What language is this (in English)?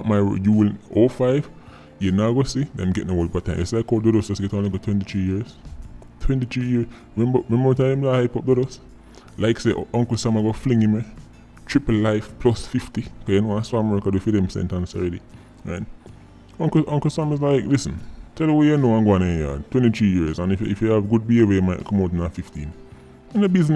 Jamaican Creole English